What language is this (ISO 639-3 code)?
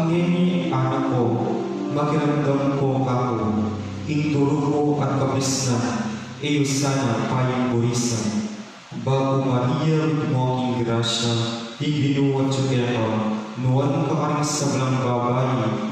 pam